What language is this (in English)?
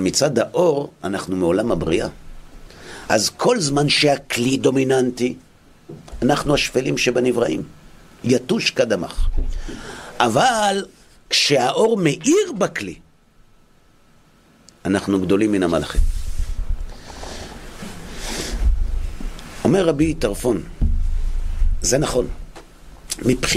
Hebrew